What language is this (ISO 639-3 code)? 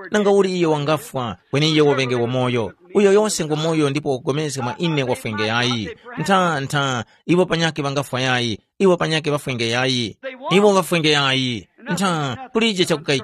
tum